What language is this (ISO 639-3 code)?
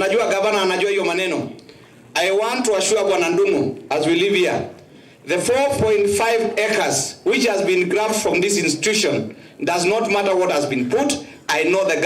kam